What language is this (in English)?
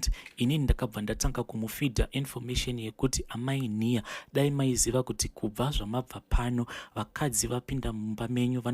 Shona